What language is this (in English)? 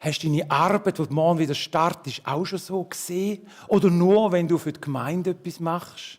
Swiss German